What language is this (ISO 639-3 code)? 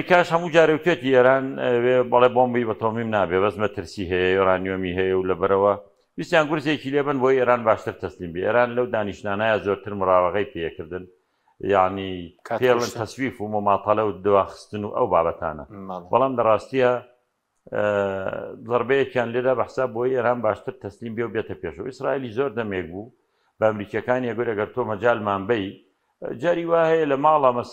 ckb